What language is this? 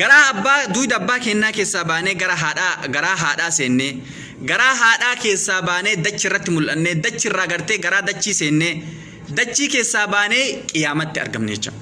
Oromo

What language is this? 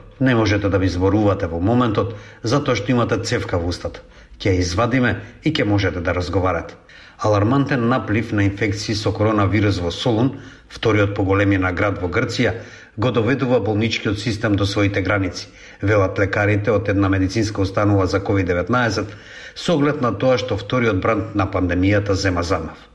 Macedonian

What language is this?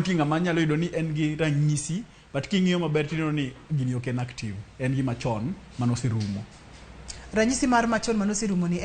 Luo (Kenya and Tanzania)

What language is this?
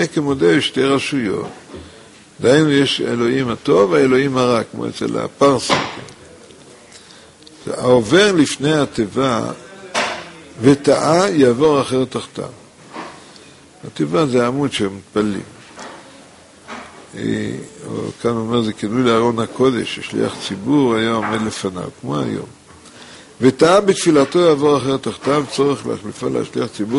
Hebrew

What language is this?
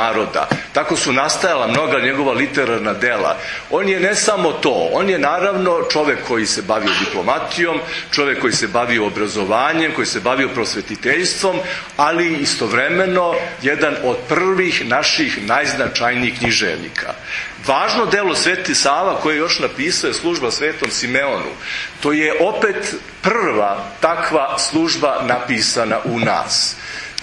Serbian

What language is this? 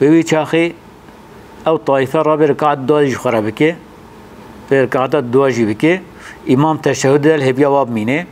Kurdish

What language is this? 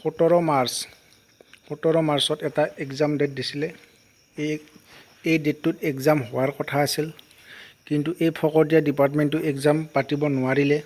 Assamese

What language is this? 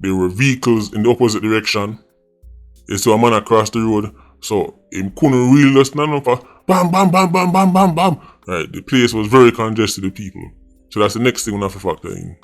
Jamaican Creole English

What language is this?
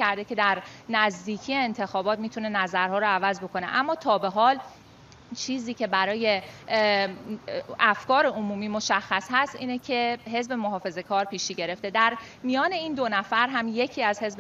Persian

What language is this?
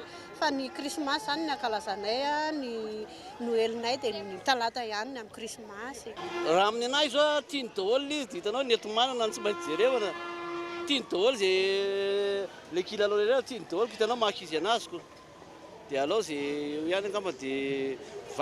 Malagasy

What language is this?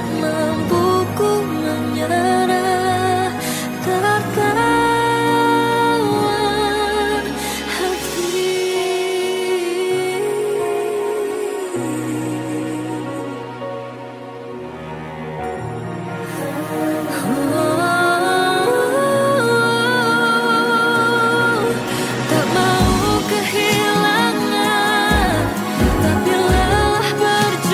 Indonesian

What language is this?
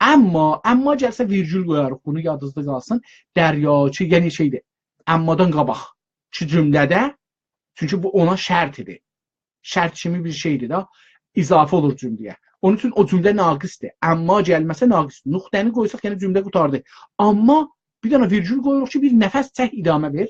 South Azerbaijani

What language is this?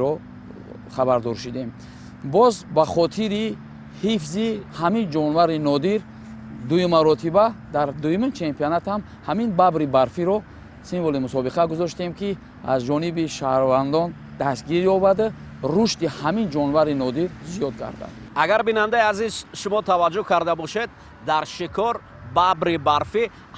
Tajik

